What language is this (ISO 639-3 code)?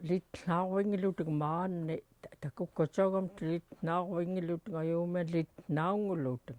esu